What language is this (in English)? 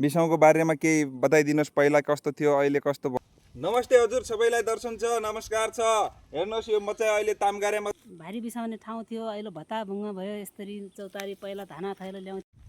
Nepali